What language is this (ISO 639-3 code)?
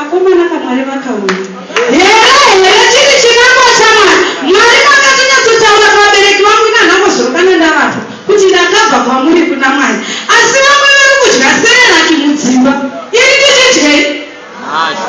sna